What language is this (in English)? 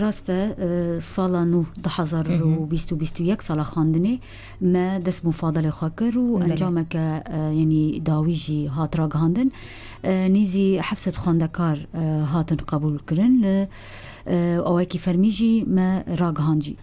Kurdish